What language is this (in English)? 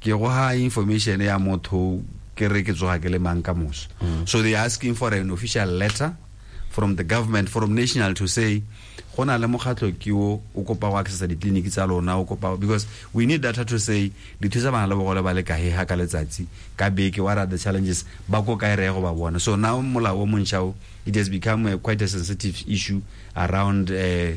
Tswana